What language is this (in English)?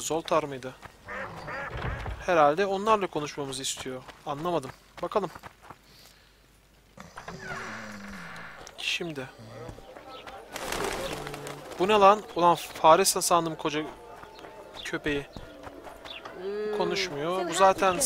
Turkish